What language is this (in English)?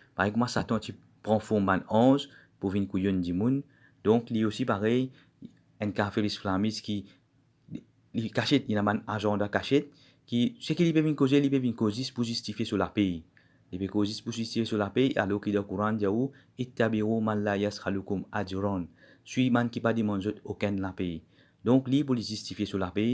Morisyen